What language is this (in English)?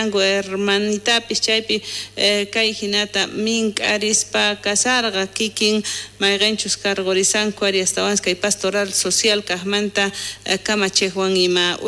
South Bolivian Quechua